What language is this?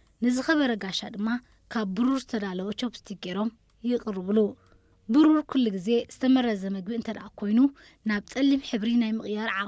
Tigrinya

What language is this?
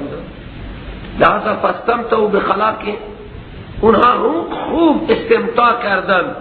Persian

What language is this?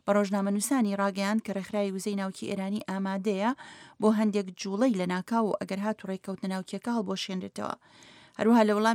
Central Kurdish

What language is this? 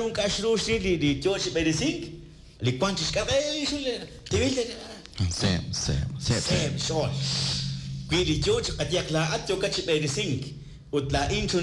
Kekchí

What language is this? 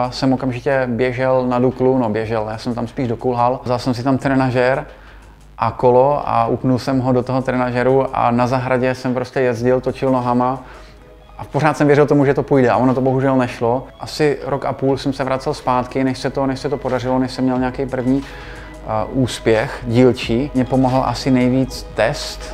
Czech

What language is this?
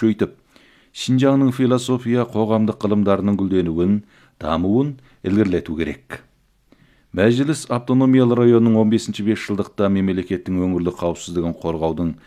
Kazakh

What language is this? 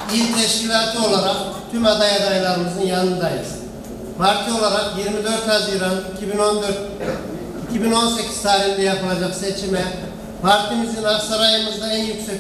Turkish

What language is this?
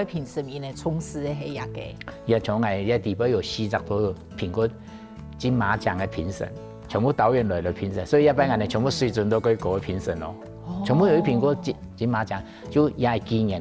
Hakka Chinese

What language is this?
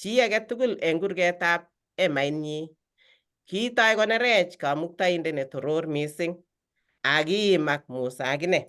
Kalenjin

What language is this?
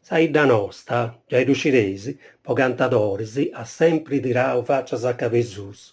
Sardinian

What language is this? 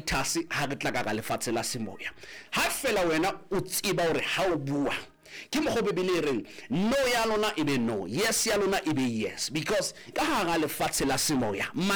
Southern Sotho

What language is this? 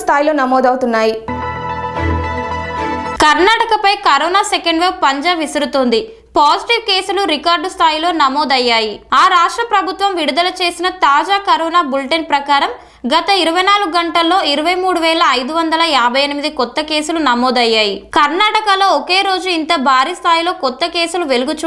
Telugu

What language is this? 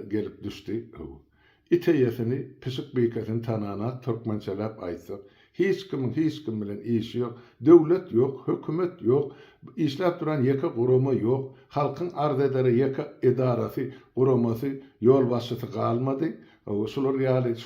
Turkmen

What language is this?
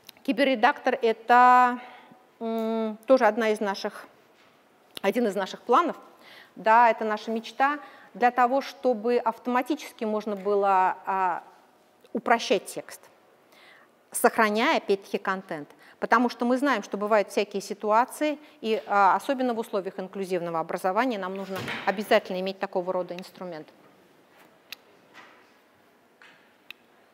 Russian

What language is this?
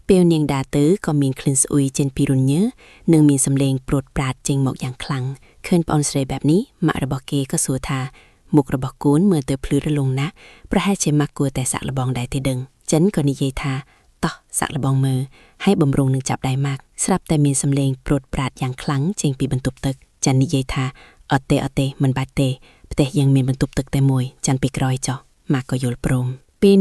Khmer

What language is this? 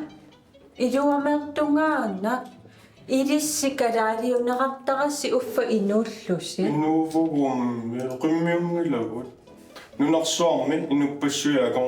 Kalaallisut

